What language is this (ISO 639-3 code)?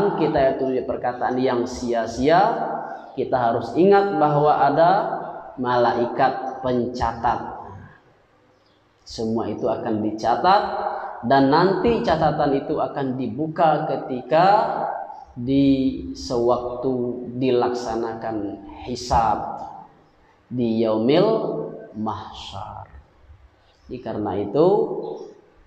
ind